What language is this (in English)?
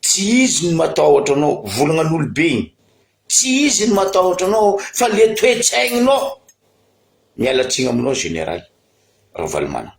Malagasy